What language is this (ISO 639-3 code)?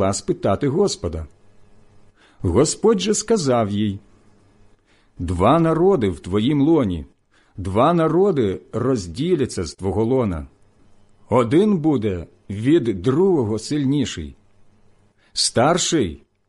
ukr